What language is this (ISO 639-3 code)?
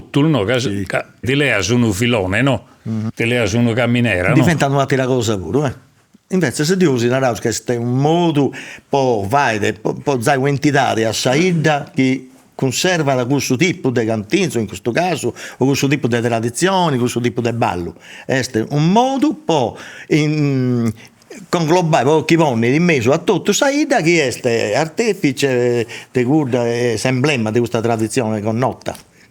srd